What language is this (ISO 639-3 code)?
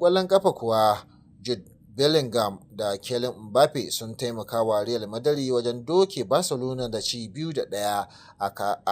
hau